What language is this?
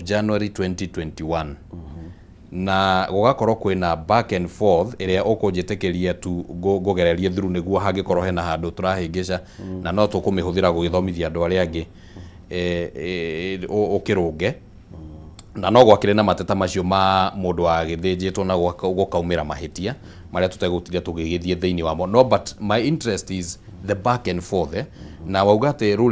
Kikuyu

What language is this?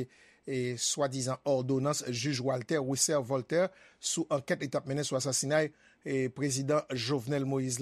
Haitian Creole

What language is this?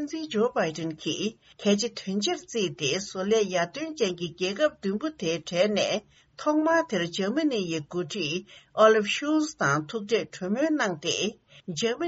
Tibetan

